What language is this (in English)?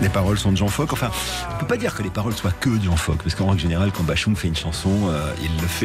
French